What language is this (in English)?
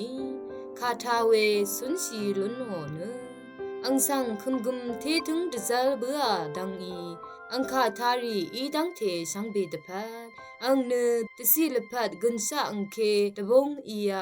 Rawang